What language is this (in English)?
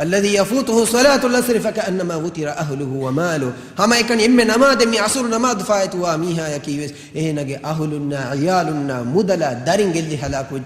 Divehi